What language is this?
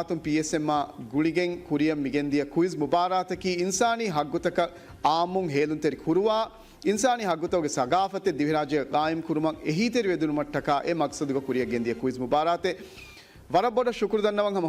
Divehi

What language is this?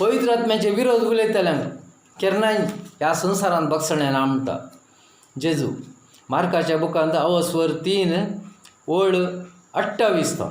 Konkani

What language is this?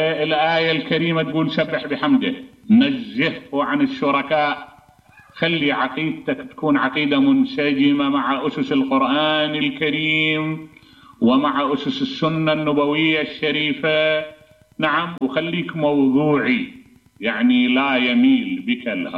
Mesopotamian Arabic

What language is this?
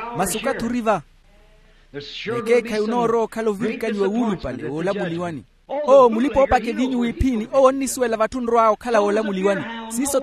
Makhuwa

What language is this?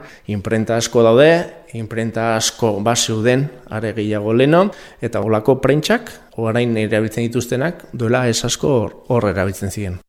Basque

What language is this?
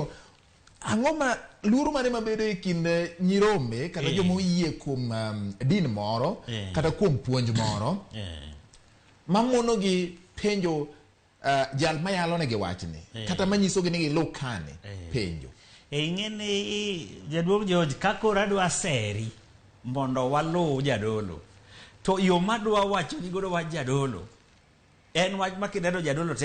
Luo (Kenya and Tanzania)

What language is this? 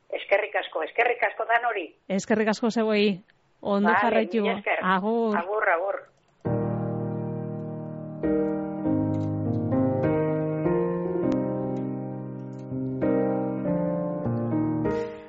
Basque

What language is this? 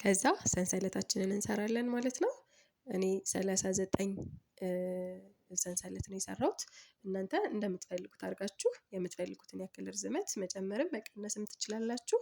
Amharic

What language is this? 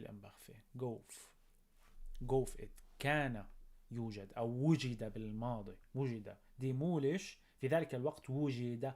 North Levantine Arabic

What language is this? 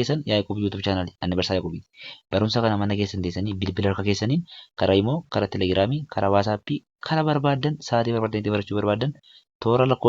Oromo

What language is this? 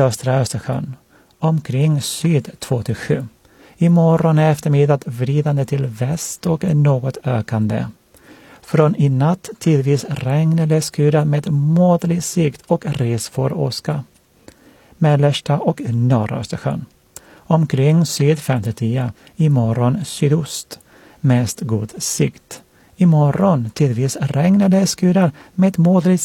Swedish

